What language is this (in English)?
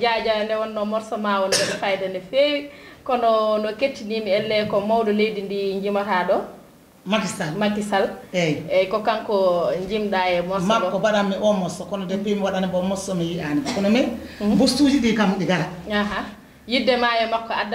Fula